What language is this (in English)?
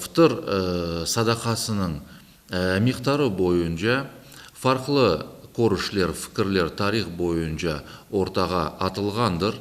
Crimean Tatar